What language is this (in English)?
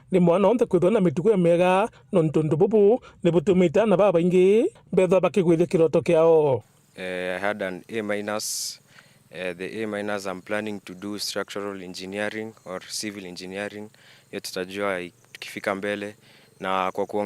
Meru